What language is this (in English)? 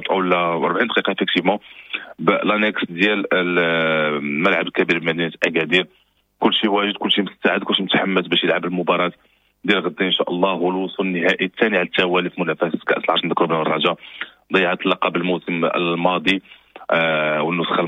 Moroccan Arabic